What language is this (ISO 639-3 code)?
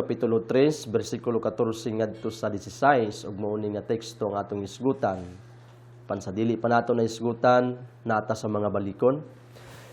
ceb